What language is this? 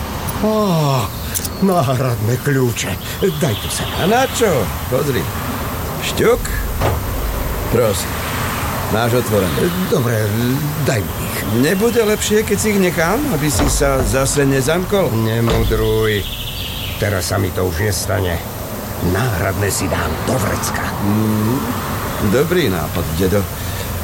Slovak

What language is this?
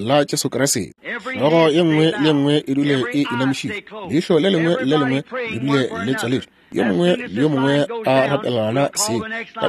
Northern Sotho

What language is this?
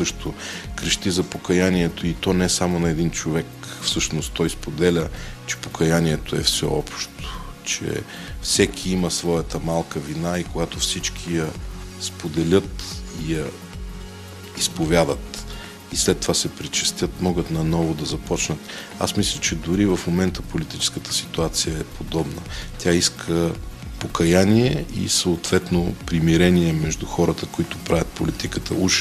Bulgarian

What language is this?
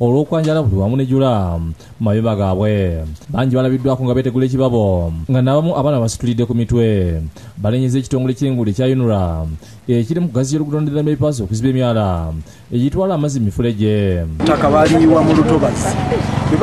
Ganda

